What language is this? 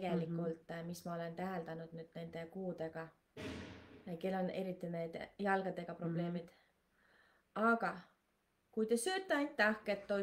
Estonian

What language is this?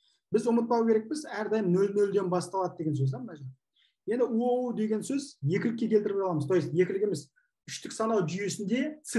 Kazakh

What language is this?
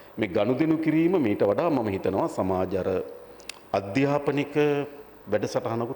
Sinhala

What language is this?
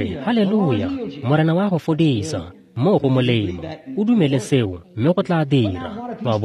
Tswana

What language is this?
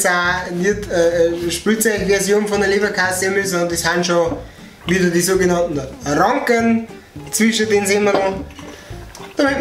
Bavarian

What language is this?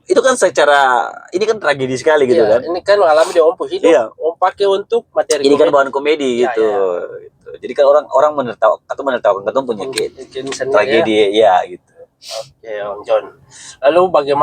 Ambonese Malay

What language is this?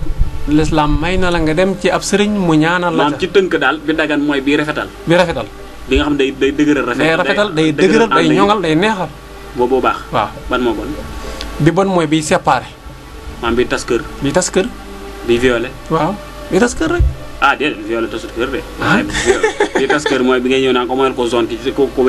Wolof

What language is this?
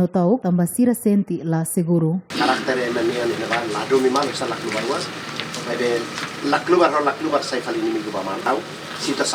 Tetum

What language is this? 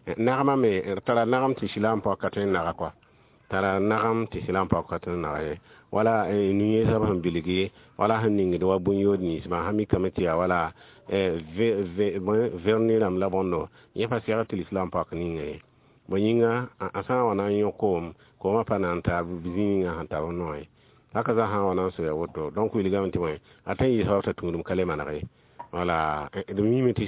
Mossi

